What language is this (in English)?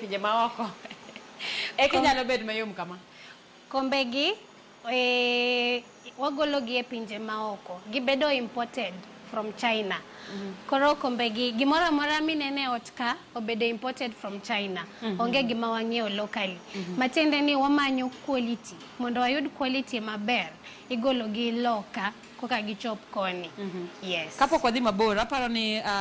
Luo (Kenya and Tanzania)